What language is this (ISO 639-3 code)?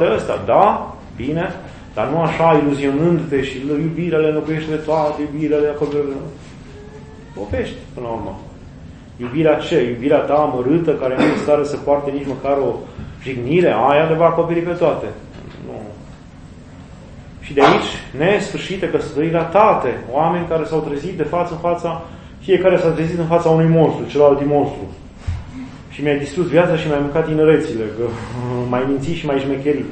ron